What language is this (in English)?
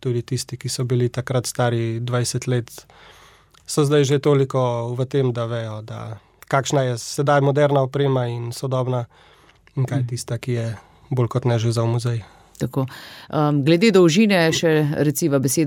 Slovenian